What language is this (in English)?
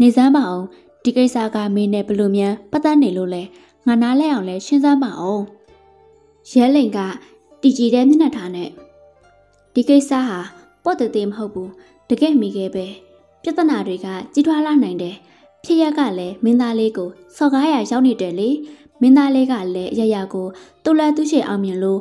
Burmese